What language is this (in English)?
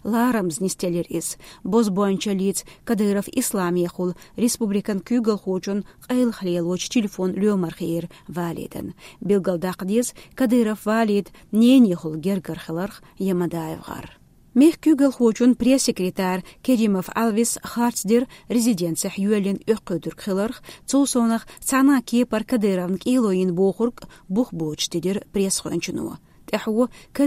Chechen